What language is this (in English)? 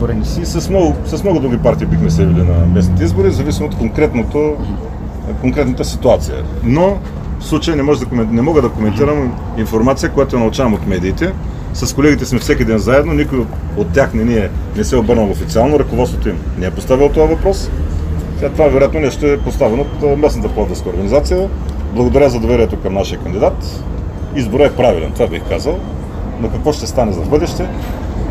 Bulgarian